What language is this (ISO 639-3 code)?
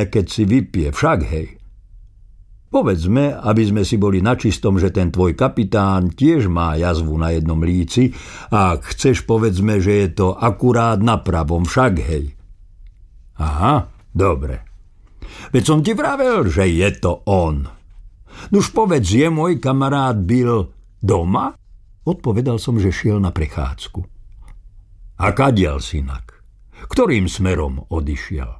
slk